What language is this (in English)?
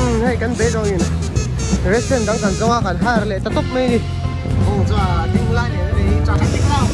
Mizo